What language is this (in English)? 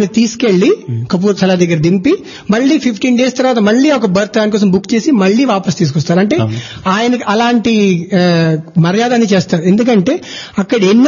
Telugu